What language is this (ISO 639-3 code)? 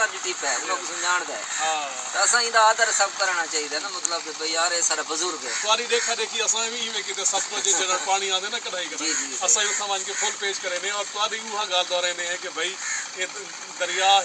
skr